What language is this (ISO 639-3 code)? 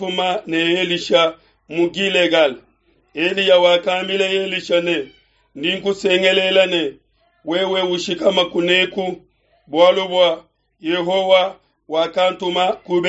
lua